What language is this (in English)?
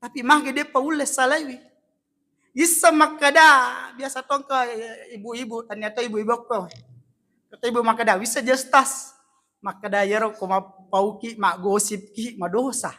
Buginese